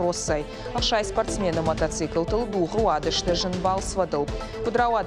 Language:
Ossetic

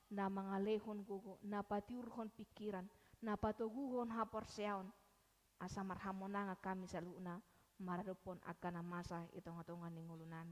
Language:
Batak Toba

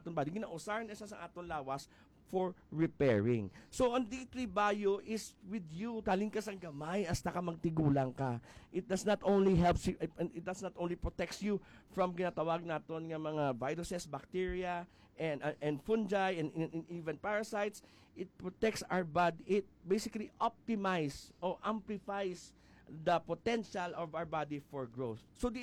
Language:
Hiligaynon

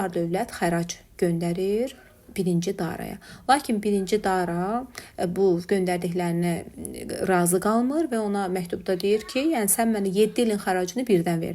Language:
Azerbaijani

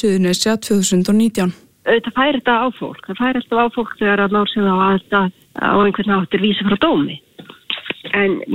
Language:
Icelandic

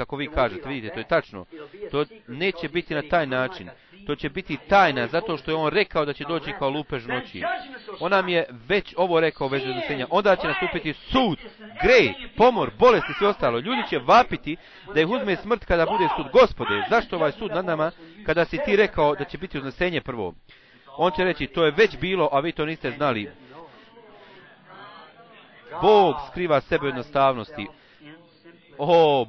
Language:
Bosnian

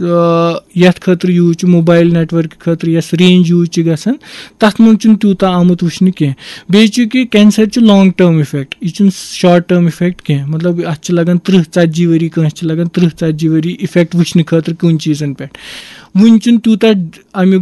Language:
Kashmiri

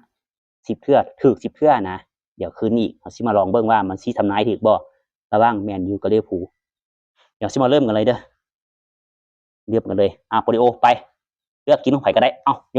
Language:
Lao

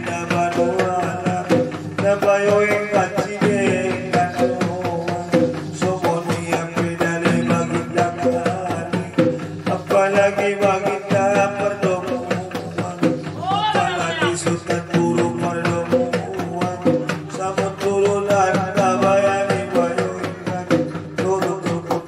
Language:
Batak Angkola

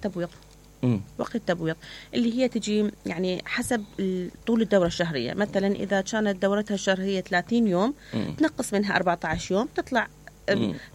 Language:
Mesopotamian Arabic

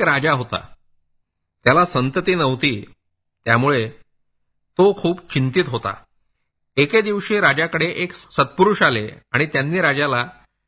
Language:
Marathi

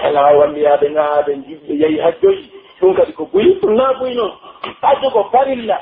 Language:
Pular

